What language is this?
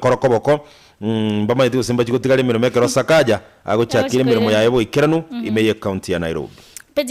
Gusii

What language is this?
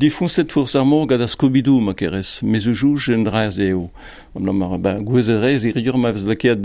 Breton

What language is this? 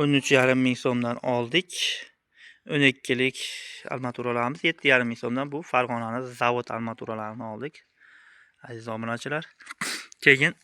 Uzbek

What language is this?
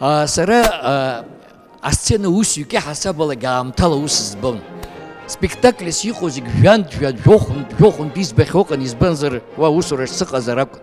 Abkhazian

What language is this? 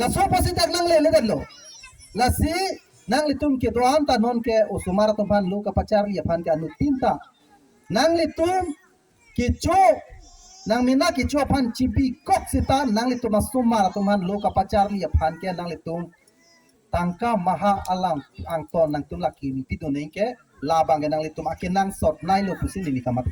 Karbi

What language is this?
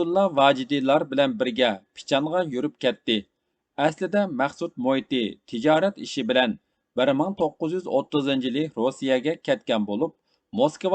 Uyghur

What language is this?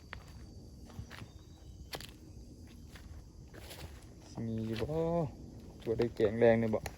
Lao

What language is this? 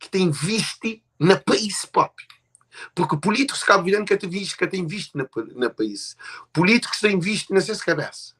Kabuverdianu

